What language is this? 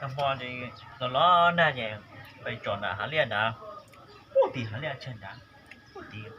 Hmong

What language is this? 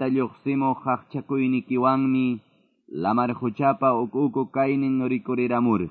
Quechua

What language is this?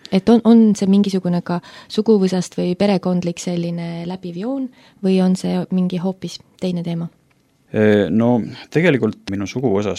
Estonian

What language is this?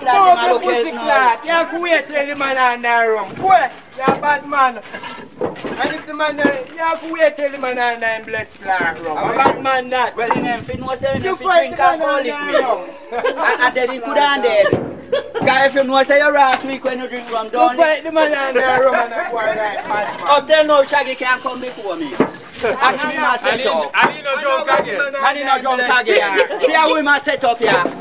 Jamaican Creole English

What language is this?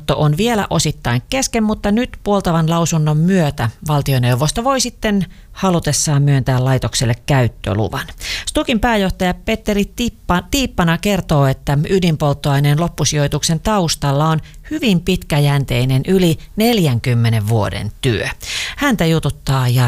Finnish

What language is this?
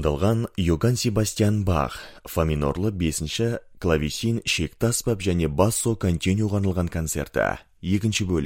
Kazakh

